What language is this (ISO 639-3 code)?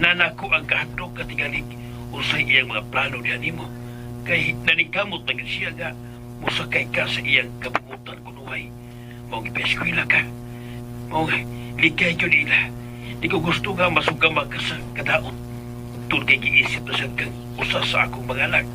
ceb